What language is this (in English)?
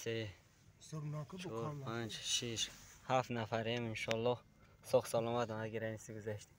Tajik